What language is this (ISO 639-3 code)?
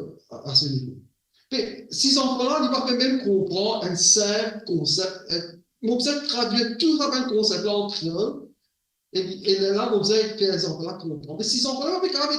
mfe